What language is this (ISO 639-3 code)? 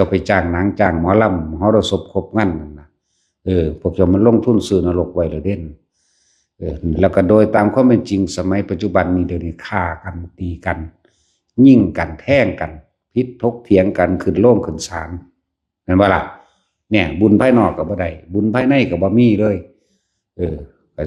lao